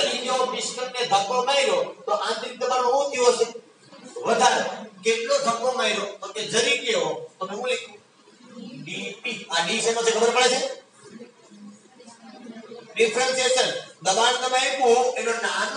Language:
Gujarati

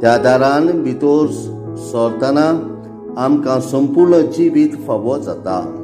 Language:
Konkani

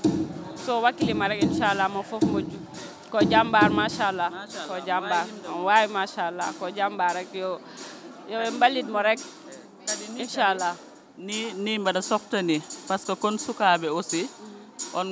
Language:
Fula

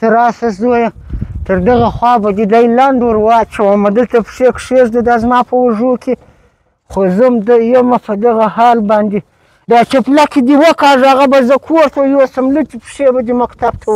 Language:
Pashto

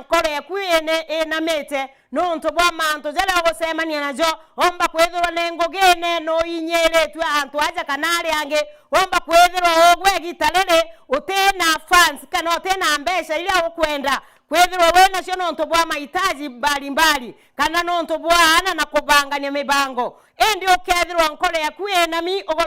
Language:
Meru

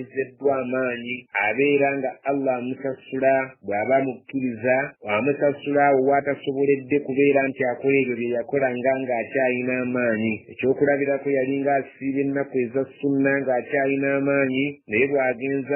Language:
Ganda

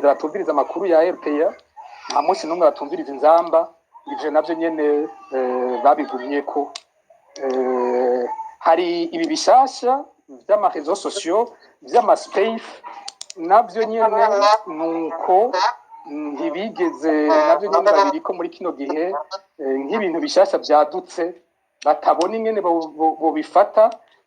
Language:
Rundi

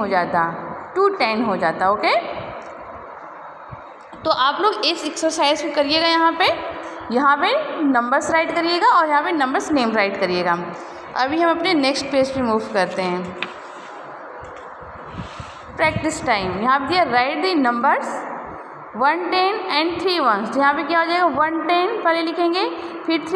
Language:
Hindi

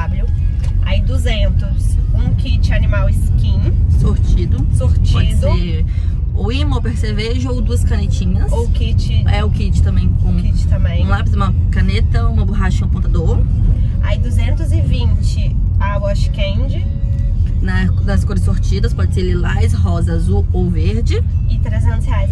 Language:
Portuguese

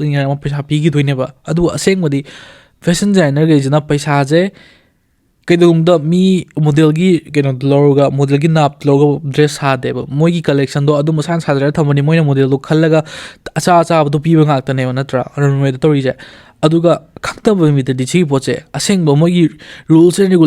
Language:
Manipuri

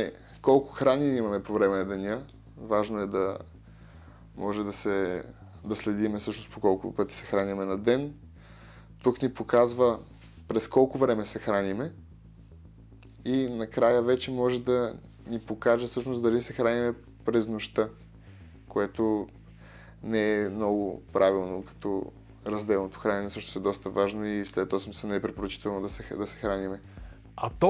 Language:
Bulgarian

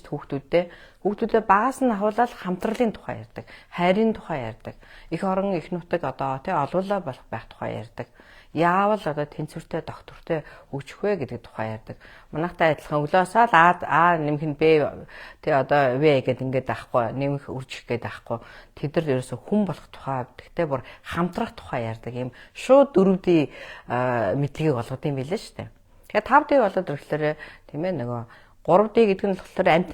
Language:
Mongolian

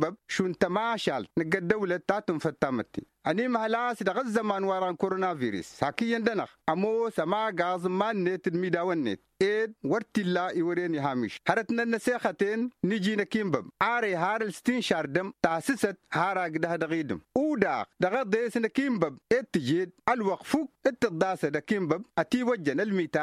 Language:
Tamasheq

